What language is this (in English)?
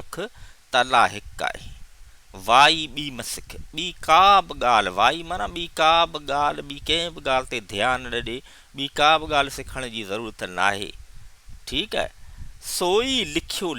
Sindhi